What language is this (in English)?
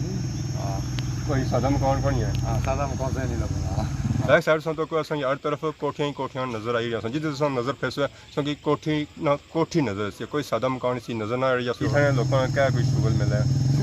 Pahari-Potwari